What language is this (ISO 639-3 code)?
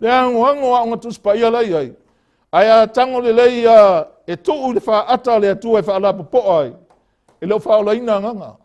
smo